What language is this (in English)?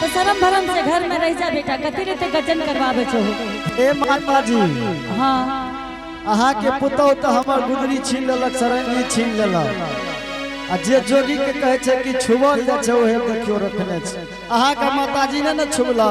Angika